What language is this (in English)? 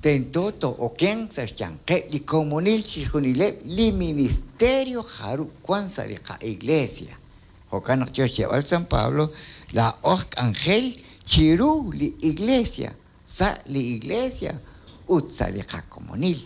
Kekchí